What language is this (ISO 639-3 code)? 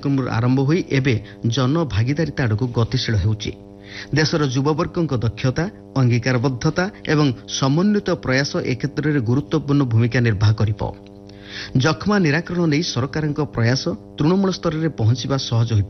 ori